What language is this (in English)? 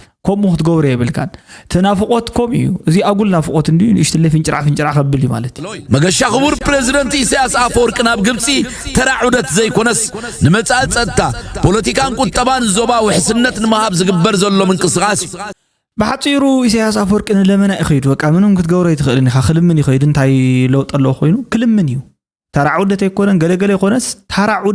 Tigrinya